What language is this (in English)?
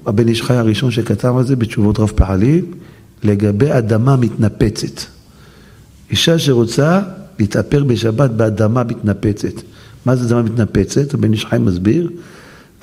Hebrew